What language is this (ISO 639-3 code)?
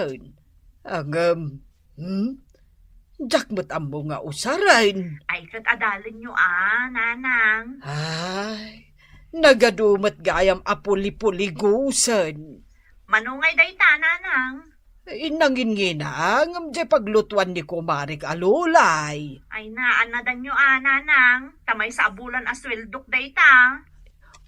ilo